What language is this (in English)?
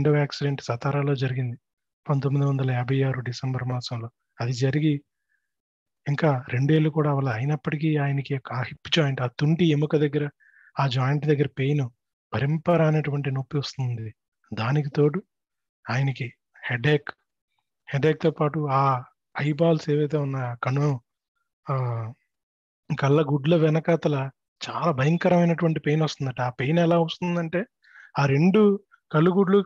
Telugu